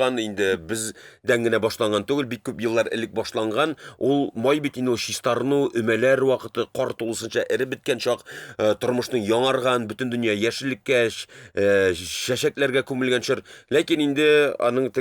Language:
Tatar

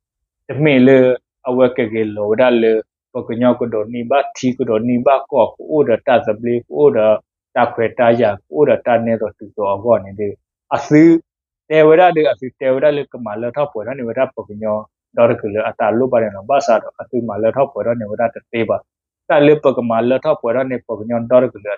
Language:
S'gaw Karen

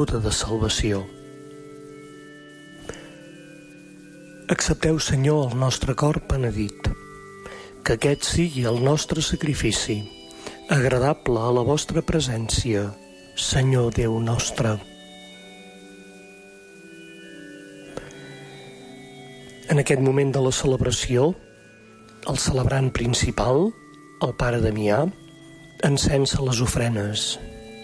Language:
Catalan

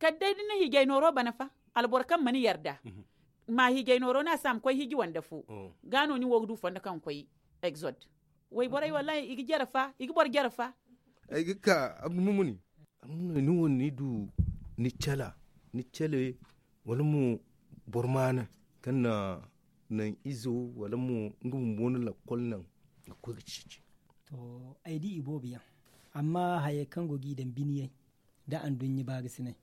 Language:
Zarma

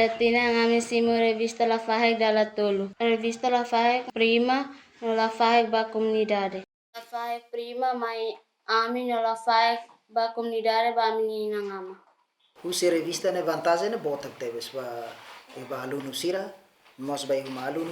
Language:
Tetum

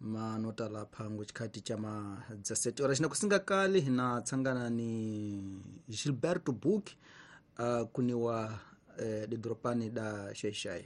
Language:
Tsonga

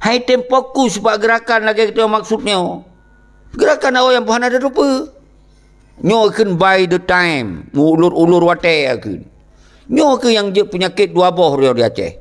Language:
Achinese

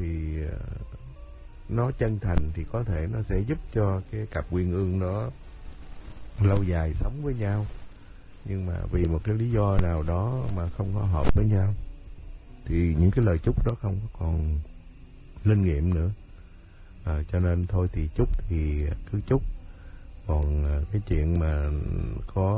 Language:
Vietnamese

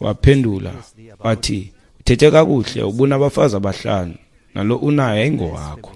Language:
Xhosa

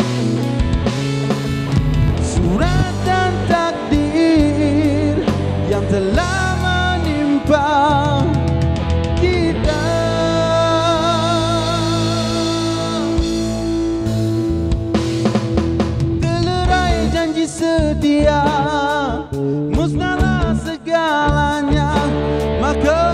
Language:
Malay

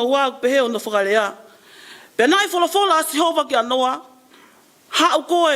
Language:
Tongan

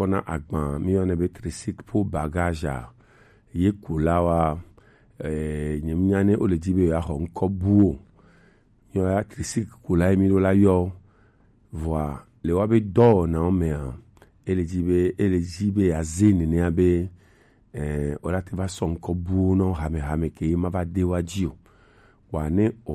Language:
Gen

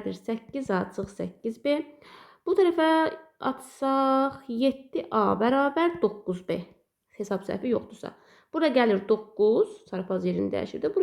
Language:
Azerbaijani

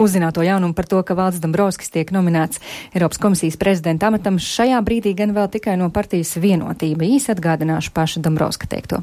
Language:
Latvian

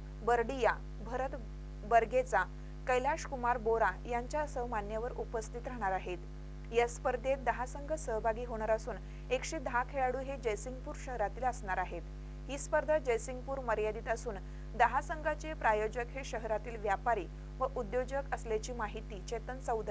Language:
Marathi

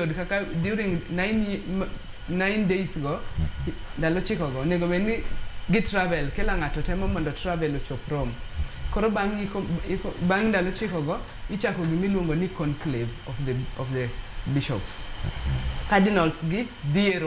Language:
Luo (Kenya and Tanzania)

